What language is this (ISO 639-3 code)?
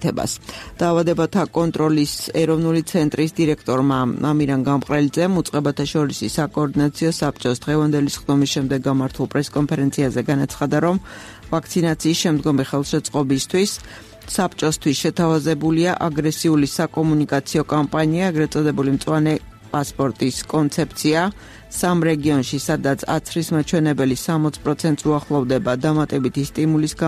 kat